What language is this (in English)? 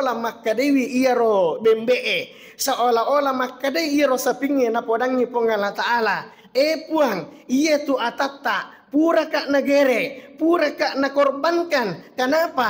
Buginese